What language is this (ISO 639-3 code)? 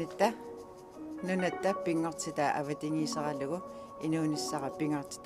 kal